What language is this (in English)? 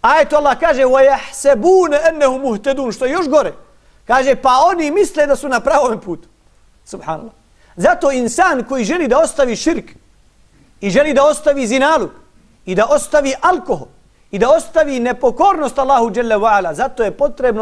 Bosnian